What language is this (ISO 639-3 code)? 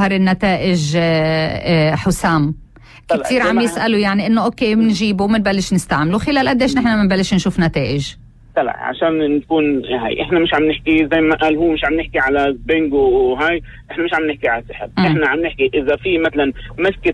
apc